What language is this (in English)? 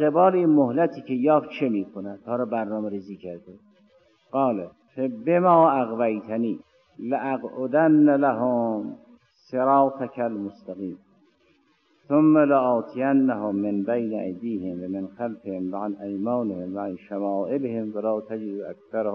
Persian